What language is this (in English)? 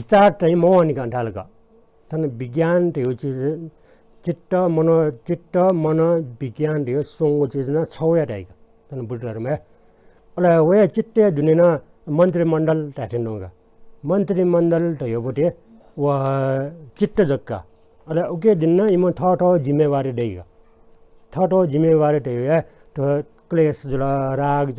Newari